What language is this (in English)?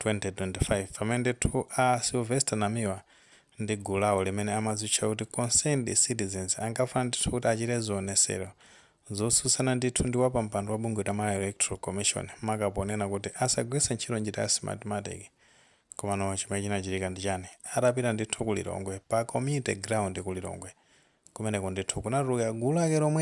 Nyanja